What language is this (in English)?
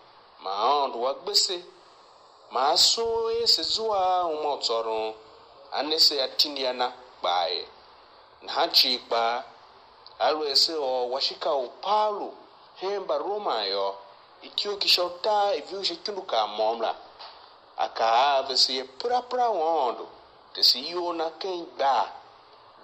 Tiv